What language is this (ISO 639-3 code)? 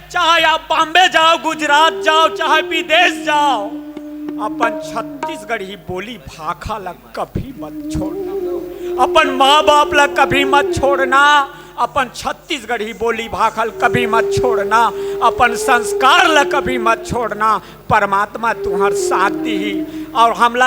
hne